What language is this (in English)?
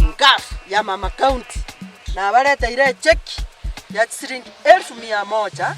Gusii